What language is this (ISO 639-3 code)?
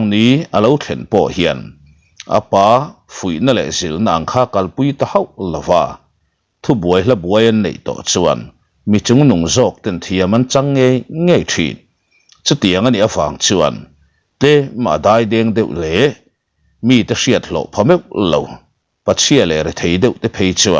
lus